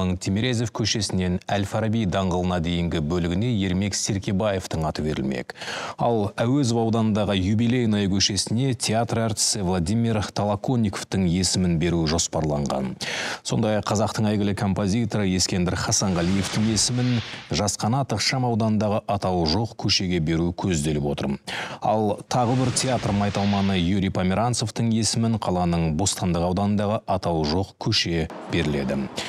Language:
Kazakh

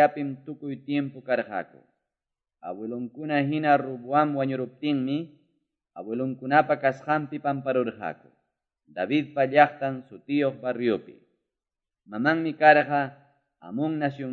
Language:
Ayacucho Quechua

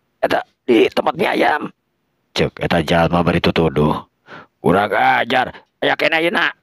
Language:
Sundanese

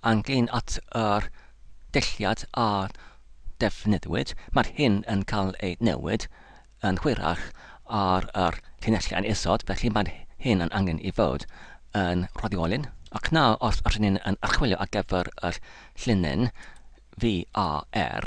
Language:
Welsh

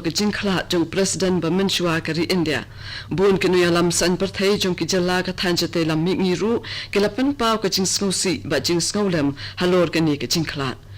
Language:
Khasi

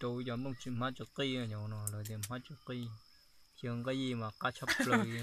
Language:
Hmong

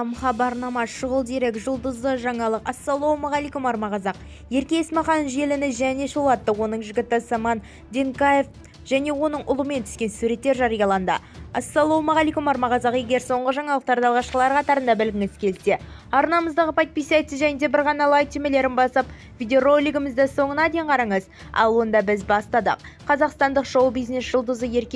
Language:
Kazakh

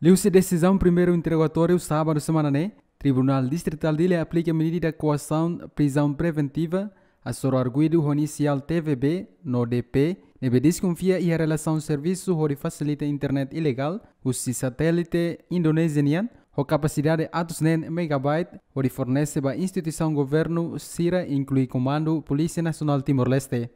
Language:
Tetum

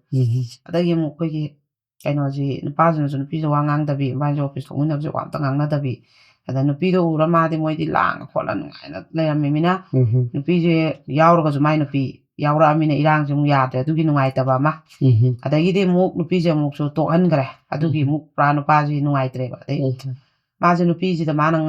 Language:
Manipuri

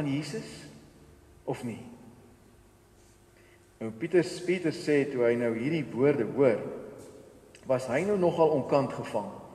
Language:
Afrikaans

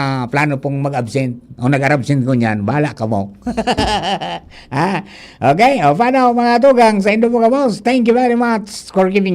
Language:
Bikol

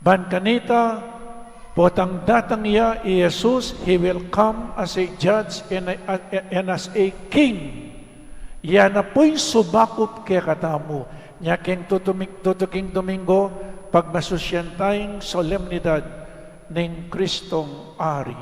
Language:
Pampanga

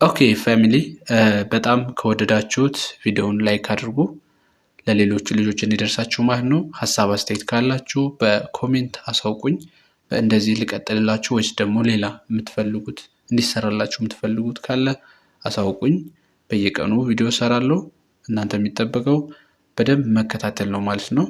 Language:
Amharic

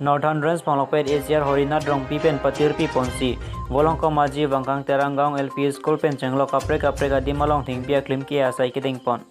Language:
Karbi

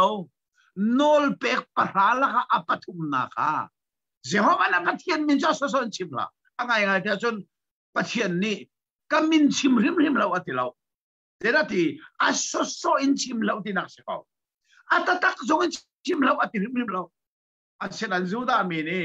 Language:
Hakha Chin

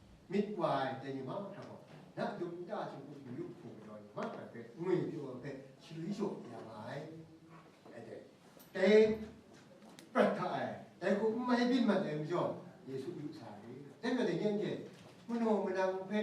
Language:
Kachin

